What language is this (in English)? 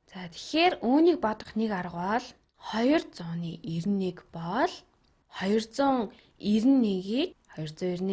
Mongolian